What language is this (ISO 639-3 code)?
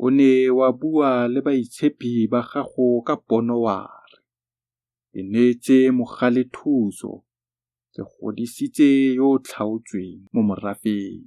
tsn